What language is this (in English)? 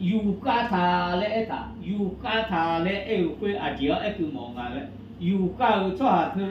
Akha